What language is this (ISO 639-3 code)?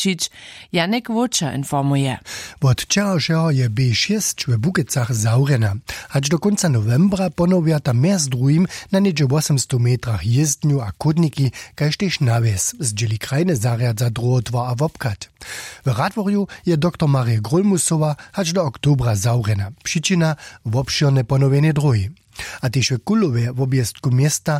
hsb